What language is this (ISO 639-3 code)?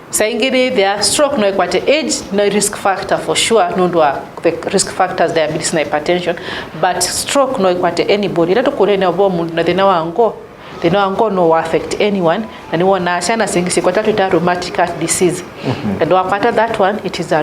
kam